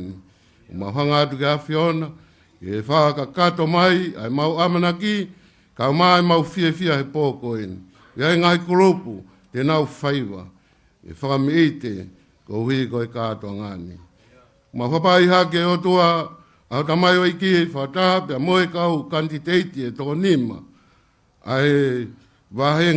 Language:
Tongan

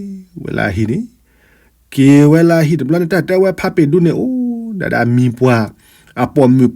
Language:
S'gaw Karen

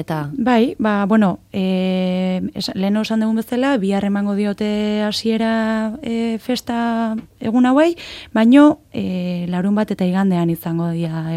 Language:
Basque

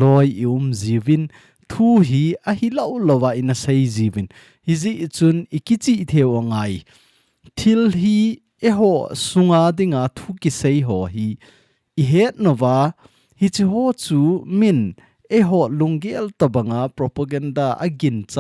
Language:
Thado Chin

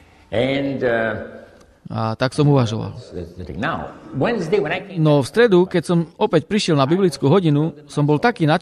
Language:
Slovak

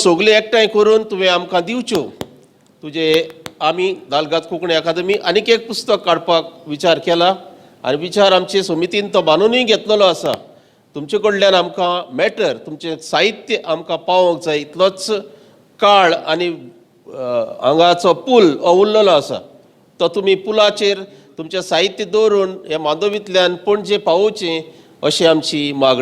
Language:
Konkani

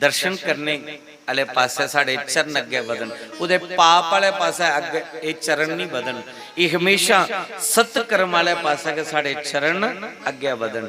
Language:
Dogri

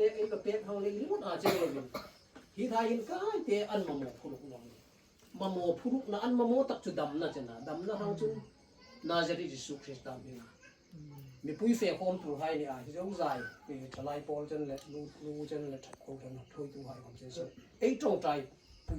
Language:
Hmar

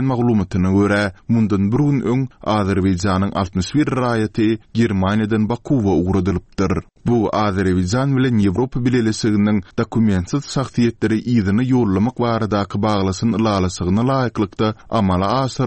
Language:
Turkmen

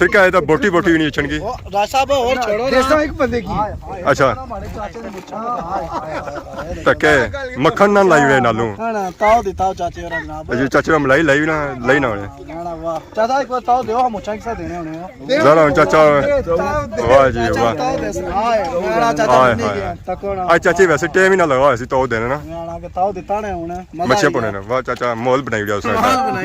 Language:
Pahari-Potwari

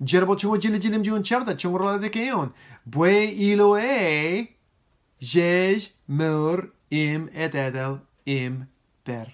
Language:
Marshallese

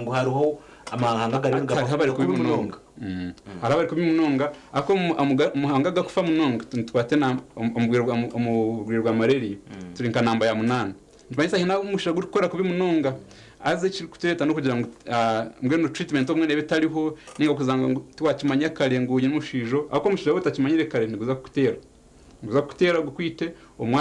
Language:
Nyankole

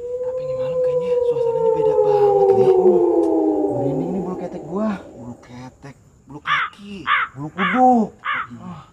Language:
Betawi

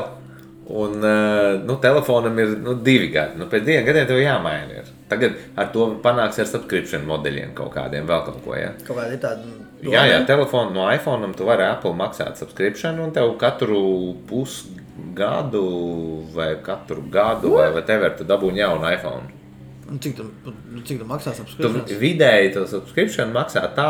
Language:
Latvian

